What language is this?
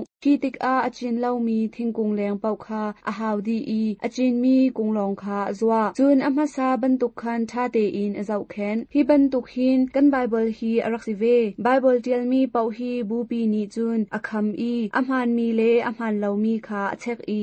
Hakha Chin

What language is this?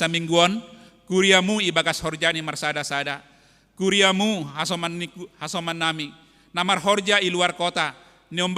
Batak Simalungun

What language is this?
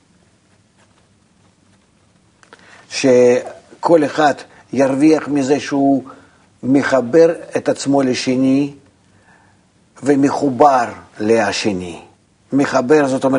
Hebrew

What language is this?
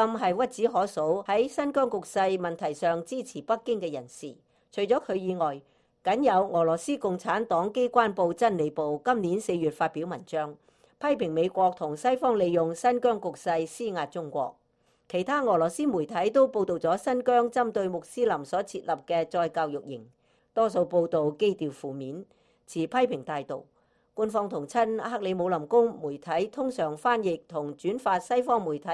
Cantonese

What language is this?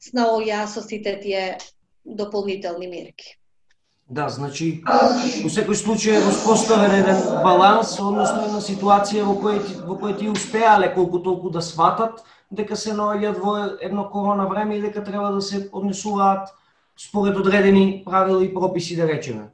Macedonian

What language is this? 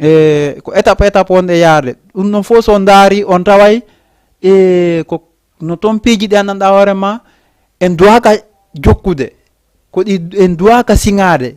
Fula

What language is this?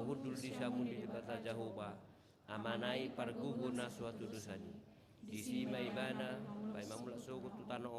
Batak Toba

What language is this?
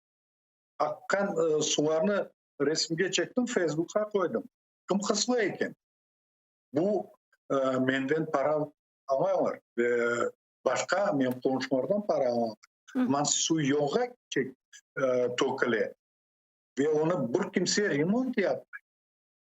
Crimean Tatar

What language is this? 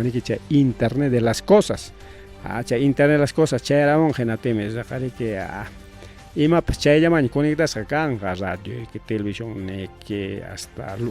Ayacucho Quechua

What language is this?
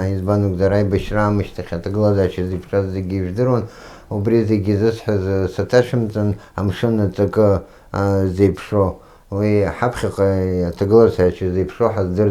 Abkhazian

